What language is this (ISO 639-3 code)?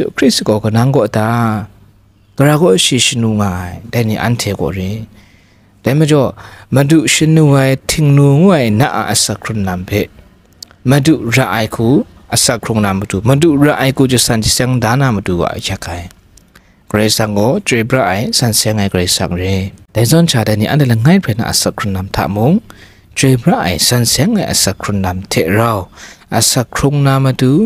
kac